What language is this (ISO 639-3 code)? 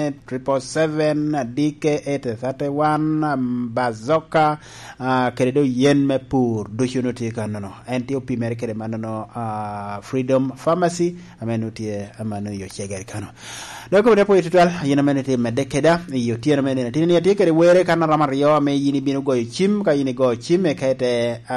laj